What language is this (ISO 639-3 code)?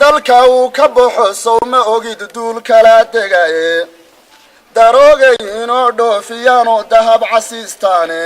som